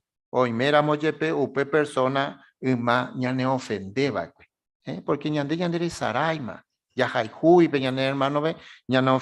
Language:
Guarani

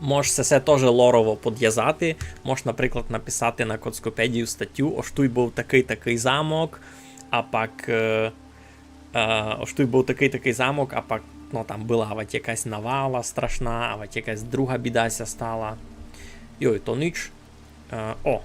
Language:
Rusyn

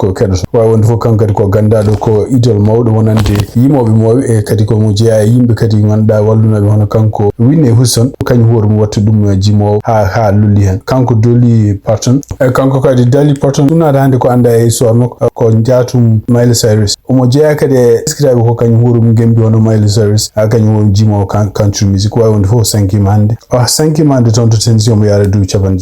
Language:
Fula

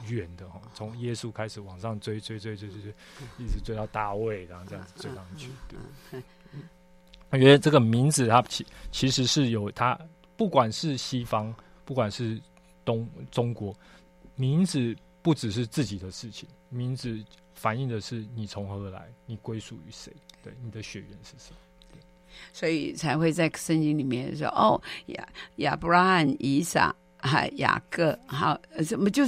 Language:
Chinese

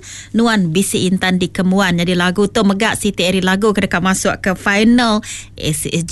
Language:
Iban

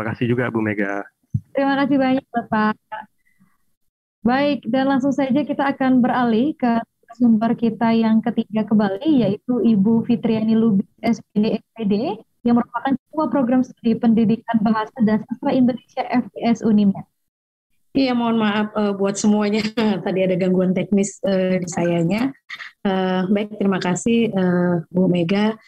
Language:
Indonesian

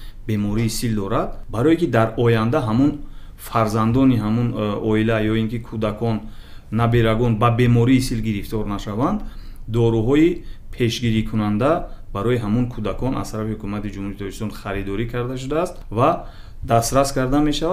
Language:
Tajik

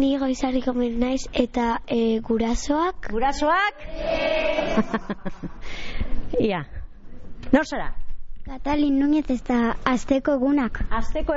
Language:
Basque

